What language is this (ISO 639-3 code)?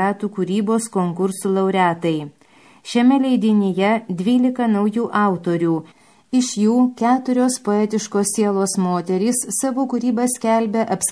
lit